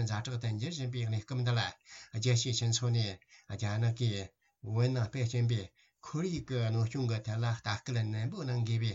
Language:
Tibetan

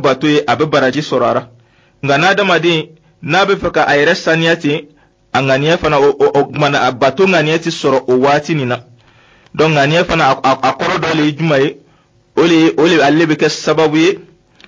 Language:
Dyula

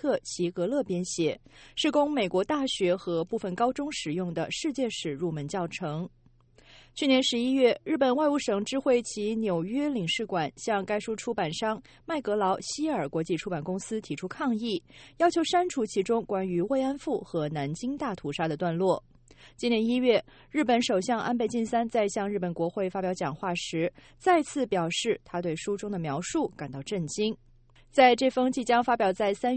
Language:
Chinese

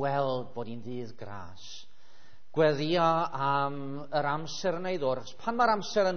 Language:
Welsh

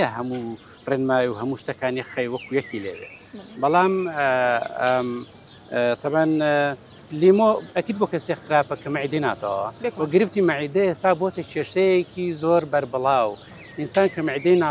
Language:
Central Kurdish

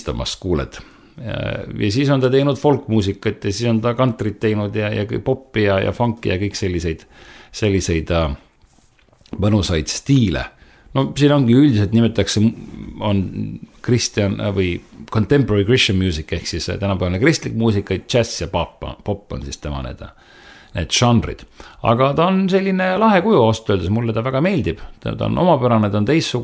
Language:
Estonian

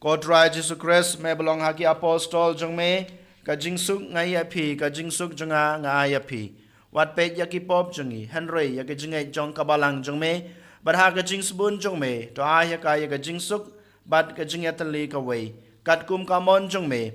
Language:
Khasi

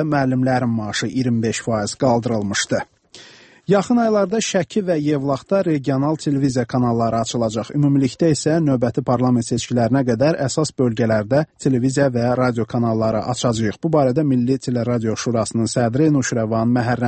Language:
Azerbaijani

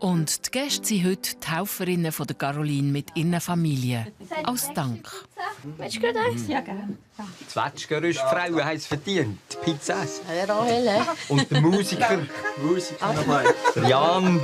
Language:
Swiss German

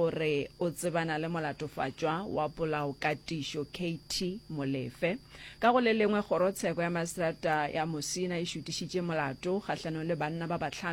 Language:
Northern Sotho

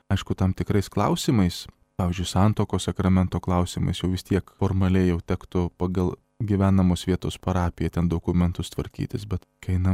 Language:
Lithuanian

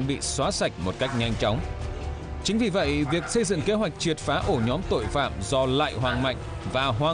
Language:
Vietnamese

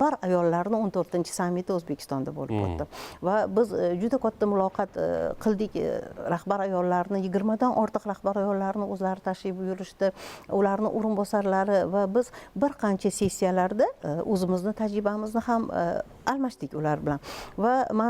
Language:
Uzbek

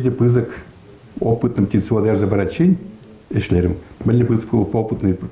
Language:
Chuvash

